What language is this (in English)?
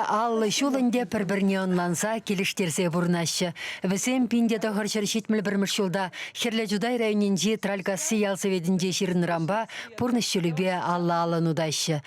Chuvash